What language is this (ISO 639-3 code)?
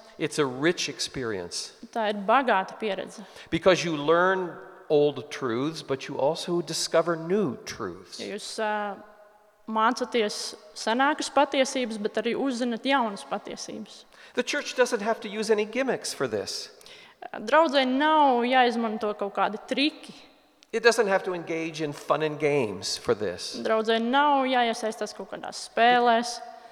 lav